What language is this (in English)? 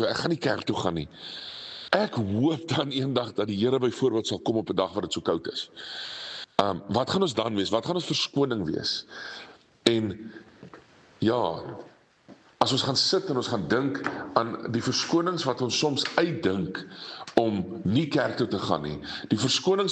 Afrikaans